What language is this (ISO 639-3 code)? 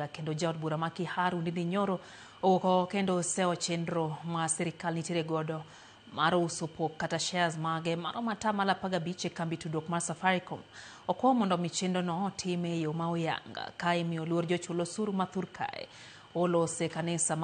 luo